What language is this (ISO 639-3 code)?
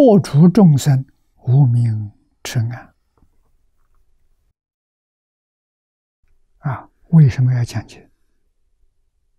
zho